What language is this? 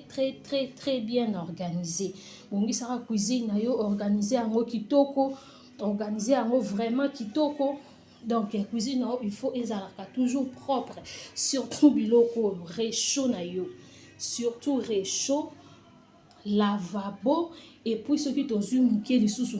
Lingala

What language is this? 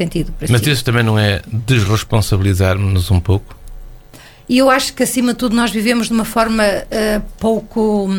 Portuguese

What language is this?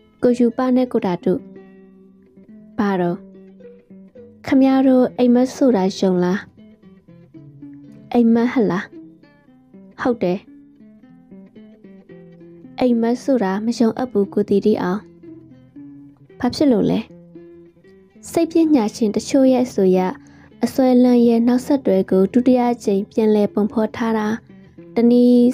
Burmese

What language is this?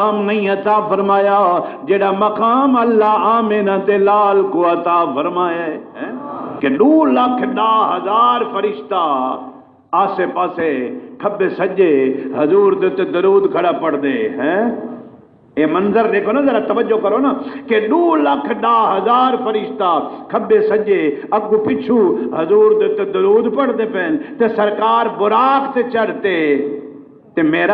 Saraiki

